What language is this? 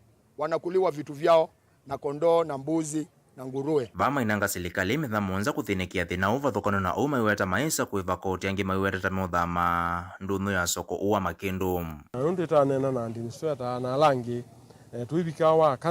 Kamba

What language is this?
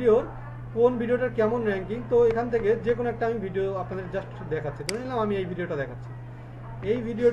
Bangla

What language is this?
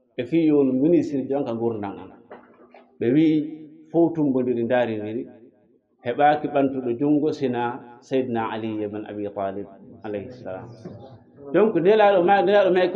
Fula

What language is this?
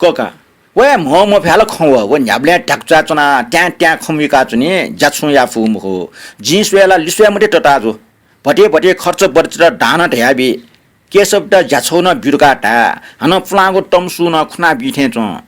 Newari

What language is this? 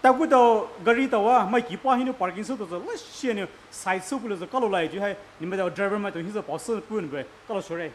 Poumei Naga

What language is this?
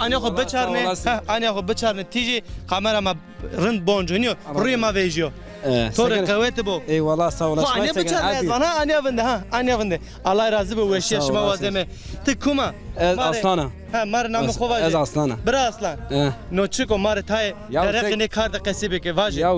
Zaza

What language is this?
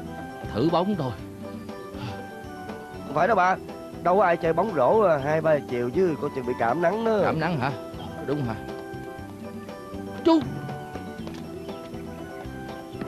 Vietnamese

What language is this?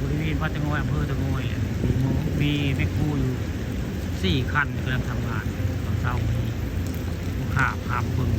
Northeastern Thai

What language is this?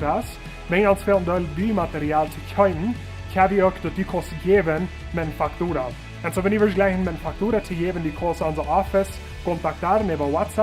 Plautdietsch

